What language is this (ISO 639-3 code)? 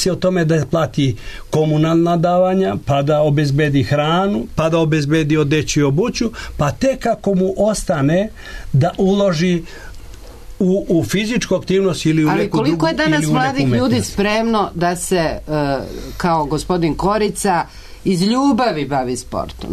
srp